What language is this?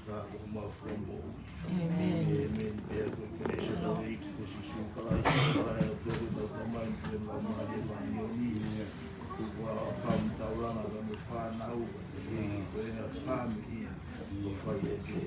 Tongan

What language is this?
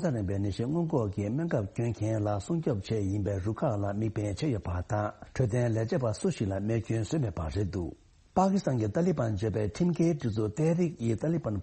Tibetan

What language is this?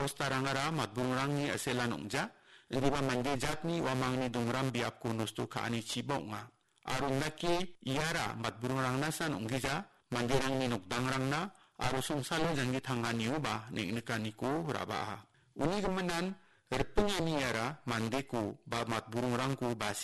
Garo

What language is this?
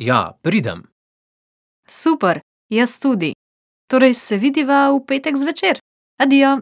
Slovenian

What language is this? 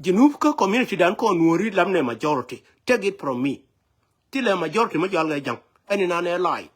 Nuer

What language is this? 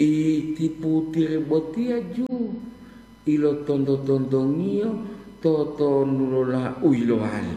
Gorontalo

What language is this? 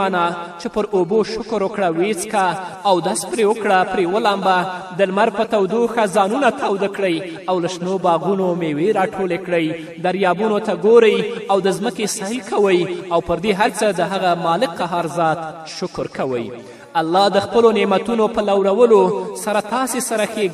Pashto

